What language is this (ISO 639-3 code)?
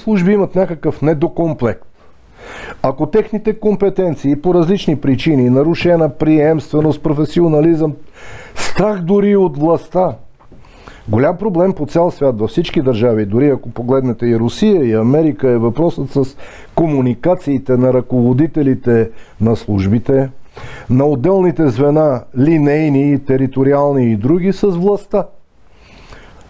bul